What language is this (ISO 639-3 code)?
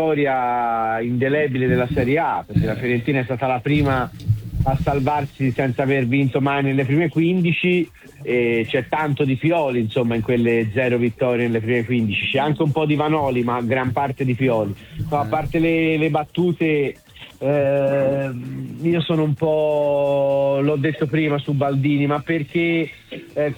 ita